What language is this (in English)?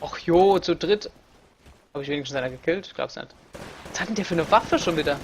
Palatine German